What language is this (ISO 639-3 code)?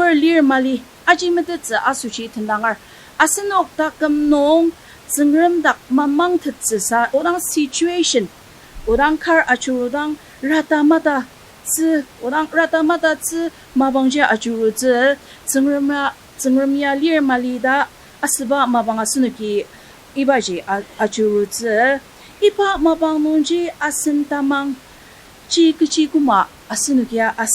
njo